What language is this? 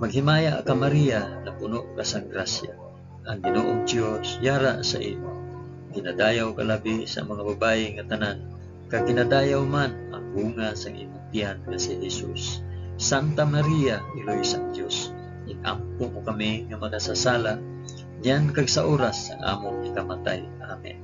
Hiligaynon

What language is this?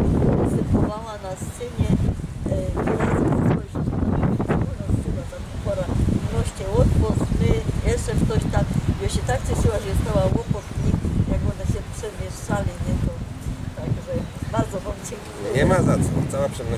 Silesian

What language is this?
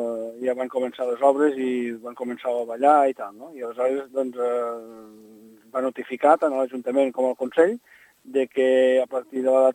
Catalan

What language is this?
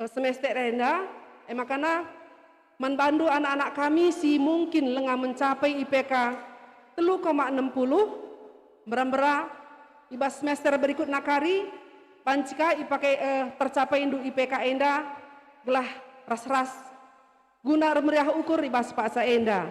Batak Karo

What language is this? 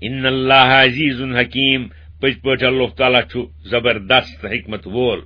Kashmiri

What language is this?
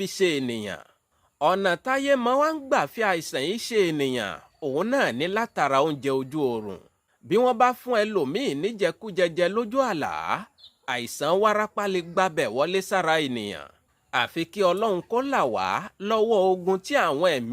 Yoruba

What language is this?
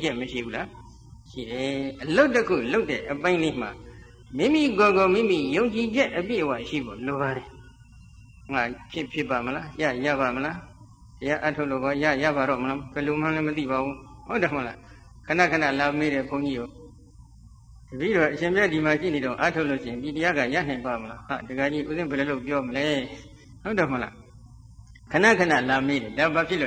Burmese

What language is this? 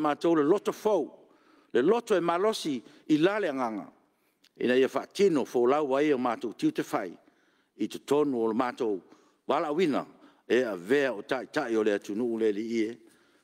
Samoan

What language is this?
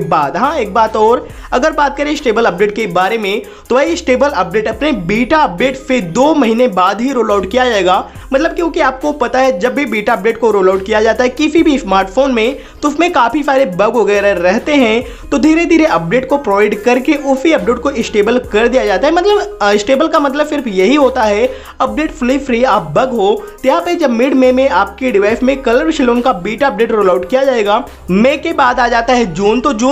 Hindi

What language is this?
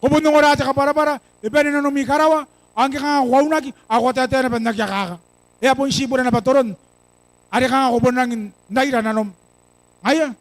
Gilbertese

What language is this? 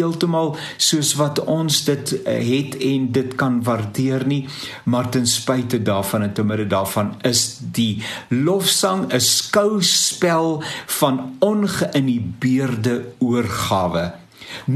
Afrikaans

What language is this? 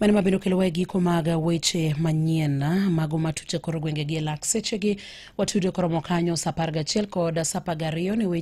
Luo (Kenya and Tanzania)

